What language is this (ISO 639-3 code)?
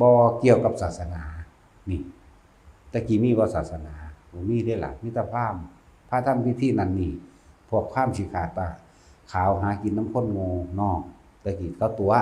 lao